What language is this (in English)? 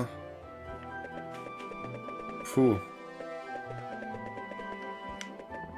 German